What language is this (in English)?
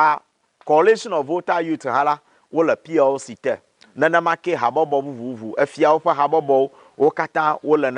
Ewe